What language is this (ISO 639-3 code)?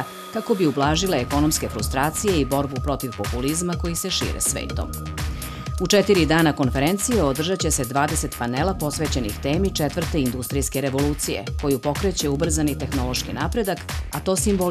srp